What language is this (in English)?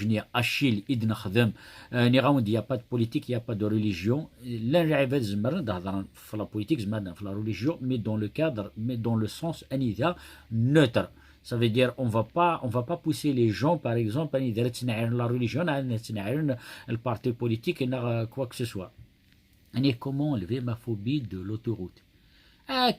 Kabyle